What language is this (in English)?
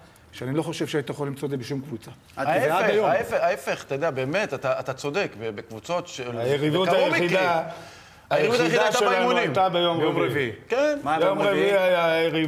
Hebrew